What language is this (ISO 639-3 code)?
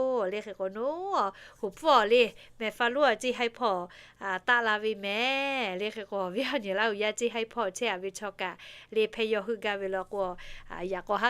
lhu